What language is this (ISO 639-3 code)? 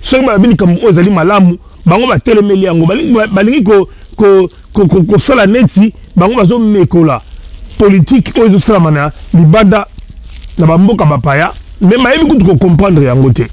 lin